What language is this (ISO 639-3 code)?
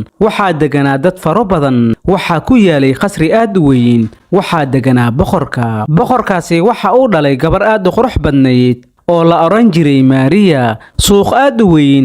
som